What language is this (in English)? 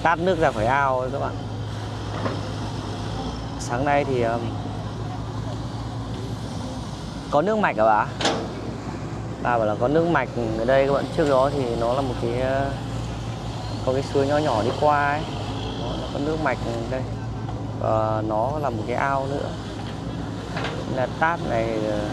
Vietnamese